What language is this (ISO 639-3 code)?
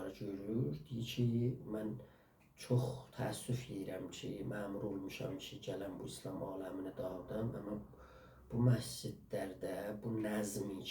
azb